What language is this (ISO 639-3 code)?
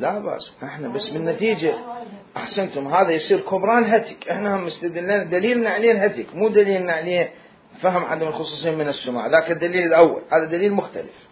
acm